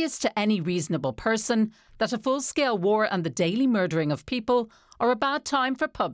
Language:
English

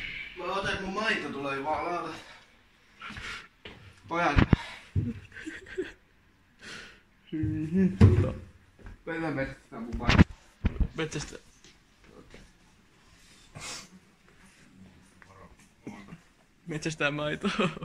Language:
Finnish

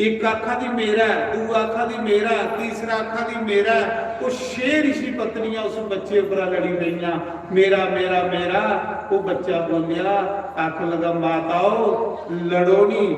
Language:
Dogri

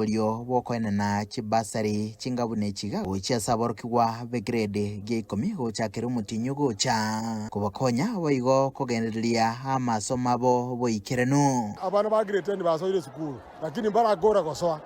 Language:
Gusii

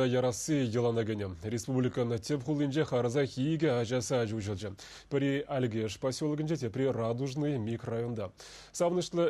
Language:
Chuvash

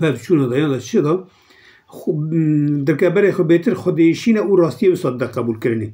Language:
Kurdish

